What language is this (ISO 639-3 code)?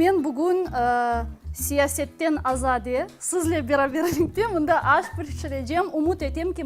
crh